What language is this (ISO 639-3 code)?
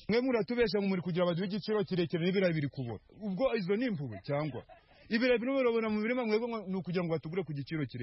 kin